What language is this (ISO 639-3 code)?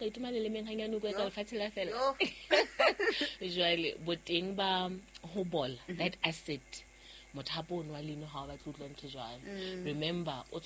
sot